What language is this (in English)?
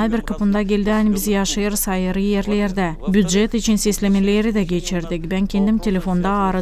Gagauz